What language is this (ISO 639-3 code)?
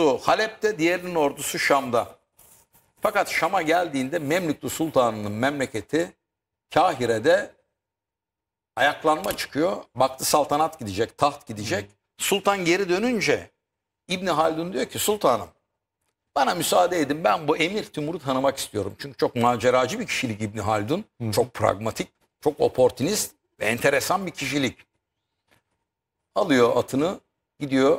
tur